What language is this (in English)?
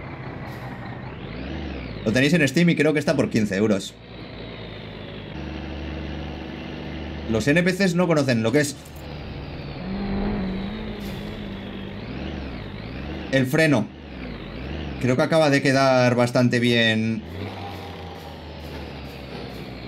Spanish